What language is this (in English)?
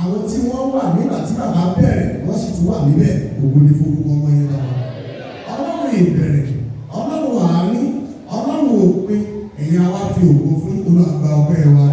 Yoruba